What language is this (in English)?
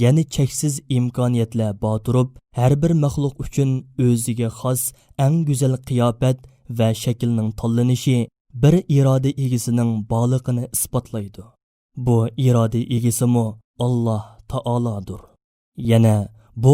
Uyghur